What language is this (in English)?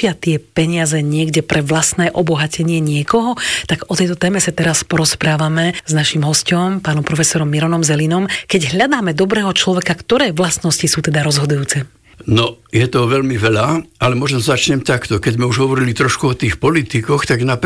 Slovak